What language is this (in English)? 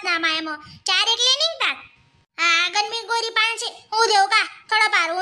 Khandesi